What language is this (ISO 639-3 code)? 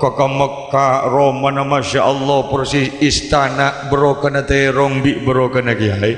mad